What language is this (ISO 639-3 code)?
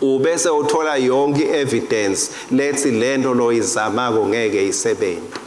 ssw